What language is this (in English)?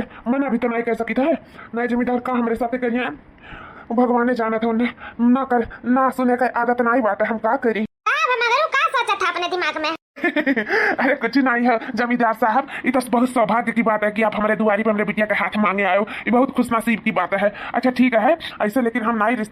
Awadhi